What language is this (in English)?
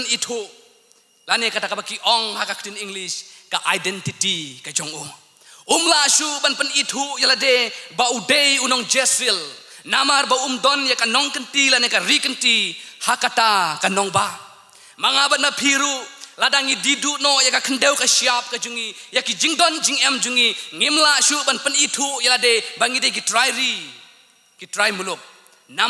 Khasi